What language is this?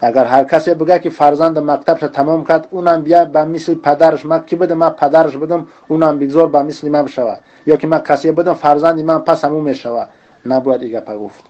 Tajik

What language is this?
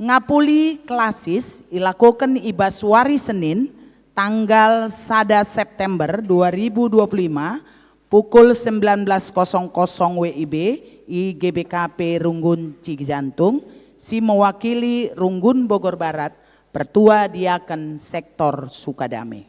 Batak Karo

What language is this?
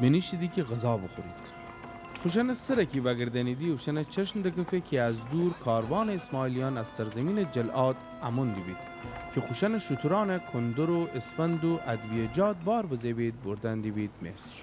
Gilaki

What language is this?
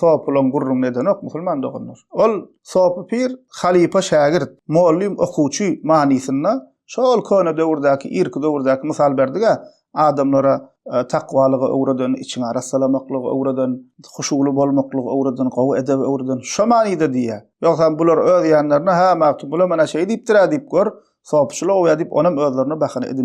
Turkmen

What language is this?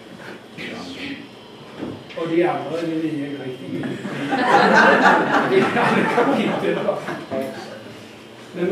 Danish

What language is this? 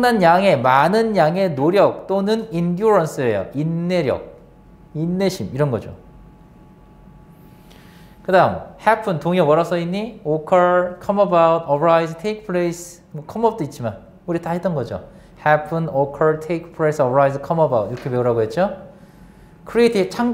Korean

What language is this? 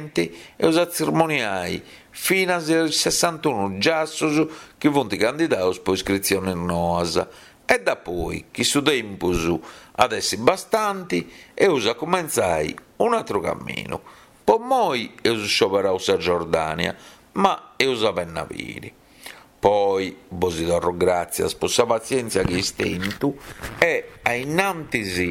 Sardinian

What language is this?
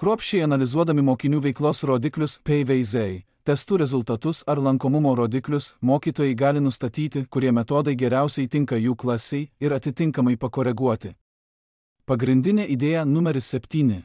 Lithuanian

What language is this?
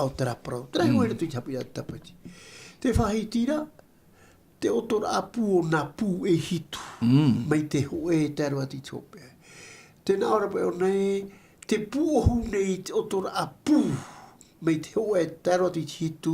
Tahitian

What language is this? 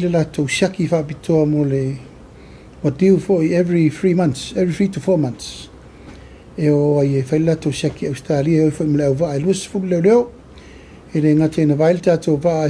Samoan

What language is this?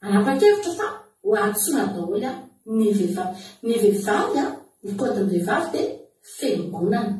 Malagasy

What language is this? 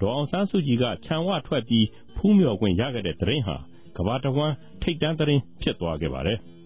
Burmese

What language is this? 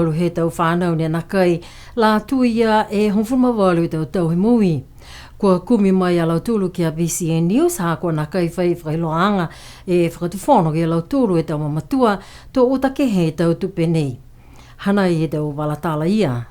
Niuean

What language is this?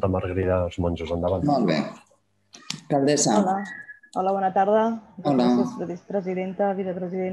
Catalan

